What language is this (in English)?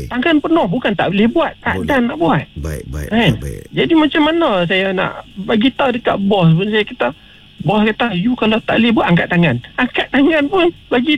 Malay